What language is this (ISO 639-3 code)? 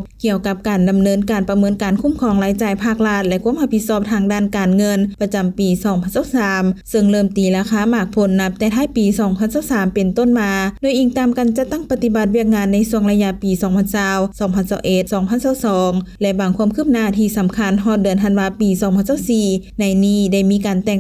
lao